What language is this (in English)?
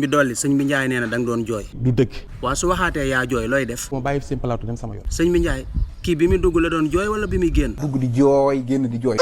Wolof